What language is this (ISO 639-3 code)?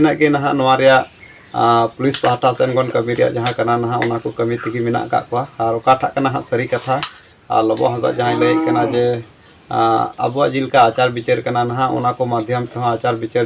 sat